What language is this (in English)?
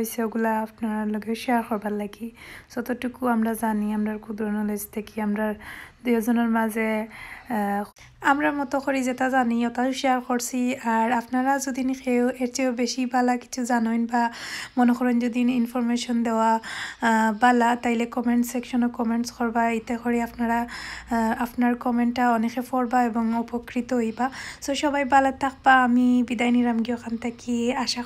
Sylheti